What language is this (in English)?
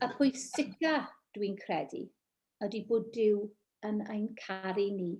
Welsh